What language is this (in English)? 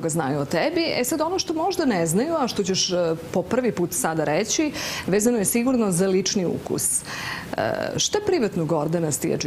Serbian